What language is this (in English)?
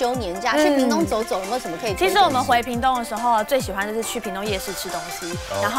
Chinese